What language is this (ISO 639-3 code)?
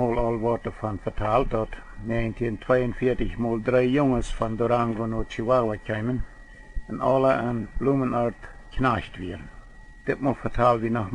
pdt